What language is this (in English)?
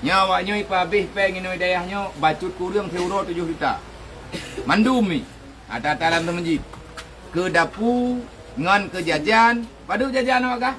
Achinese